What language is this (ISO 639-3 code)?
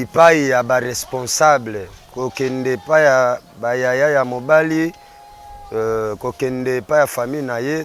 lin